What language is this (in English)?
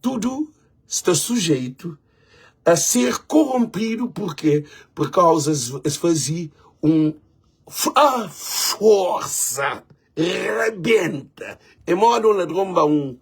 Kabuverdianu